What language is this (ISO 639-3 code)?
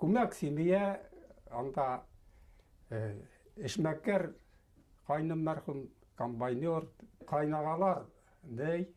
bak